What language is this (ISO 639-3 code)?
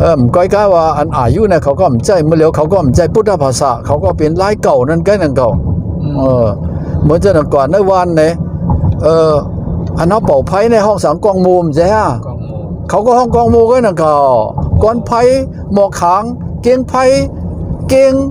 shn